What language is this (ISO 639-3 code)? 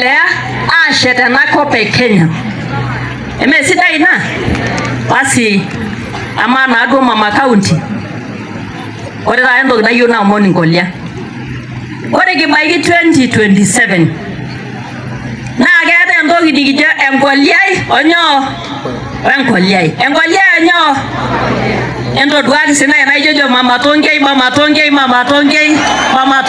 mas